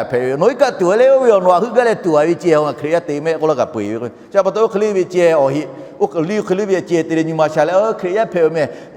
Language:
Lahu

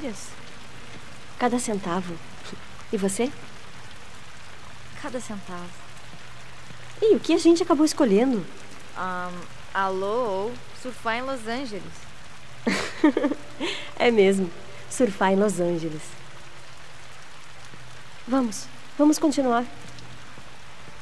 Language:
Portuguese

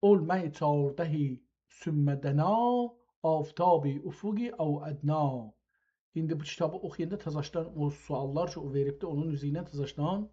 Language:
South Azerbaijani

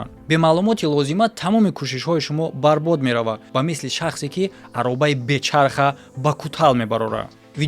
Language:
Tajik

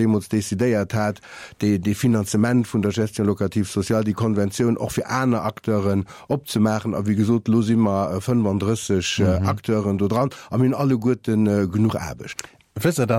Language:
Luxembourgish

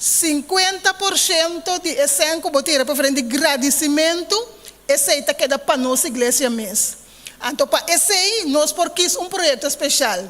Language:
Papiamento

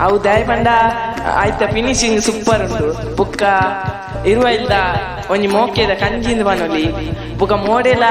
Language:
Tulu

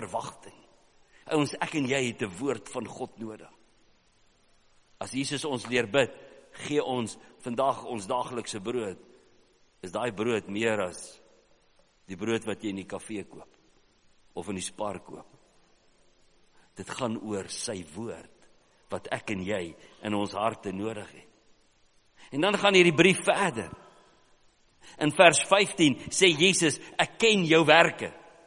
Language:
Afrikaans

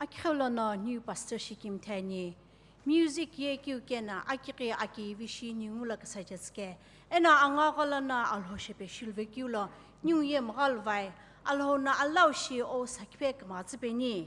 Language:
Sumi Naga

